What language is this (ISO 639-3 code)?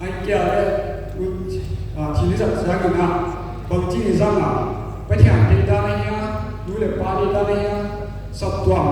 pck